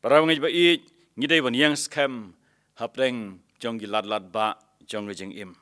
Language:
Khasi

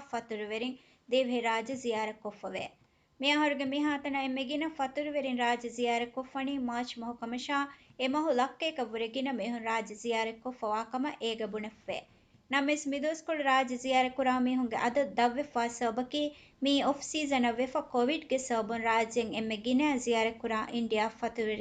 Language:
Divehi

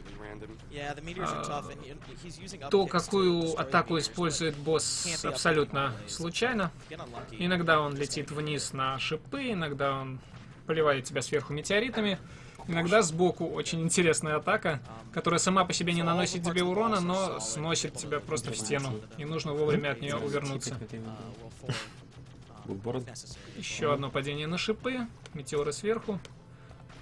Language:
Russian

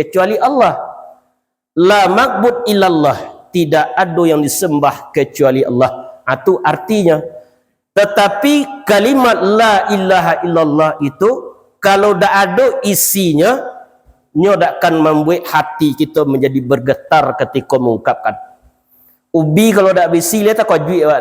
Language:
Minangkabau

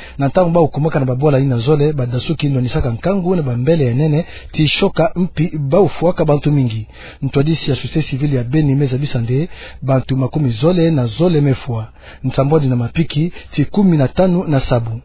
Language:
Kituba (Democratic Republic of Congo)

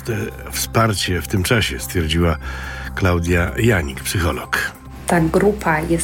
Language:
Polish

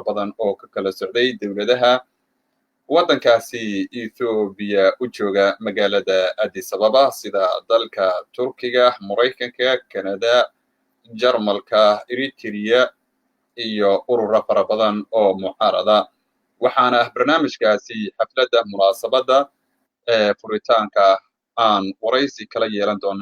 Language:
Somali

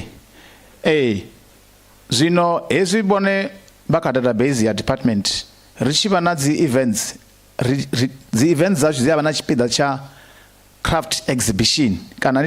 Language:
Venda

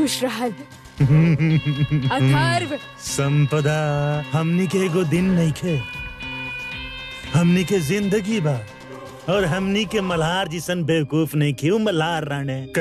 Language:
Bhojpuri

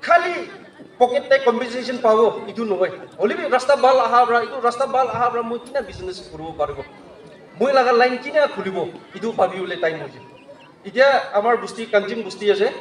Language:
Naga Pidgin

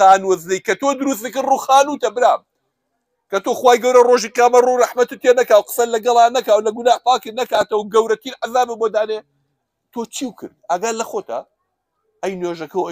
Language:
Central Kurdish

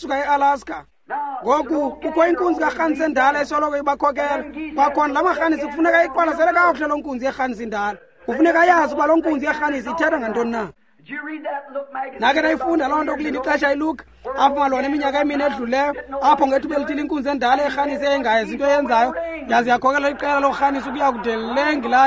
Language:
Xhosa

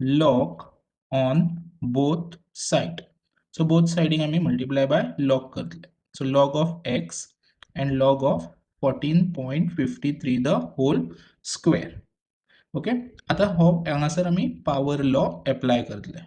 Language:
Konkani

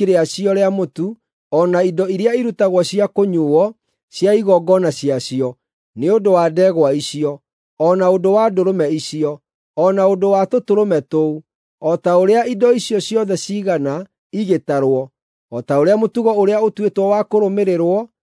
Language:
Kikuyu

